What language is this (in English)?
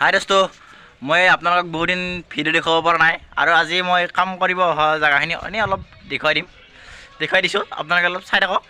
Assamese